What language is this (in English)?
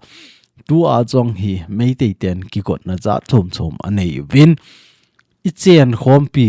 Thado Chin